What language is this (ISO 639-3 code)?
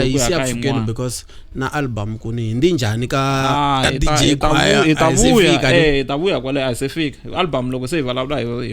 tso